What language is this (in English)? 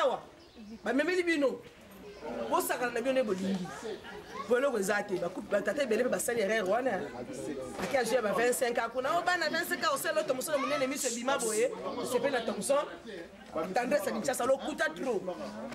Lingala